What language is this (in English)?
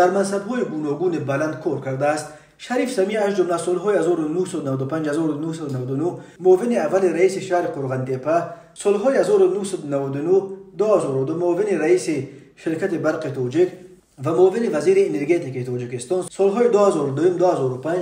Tajik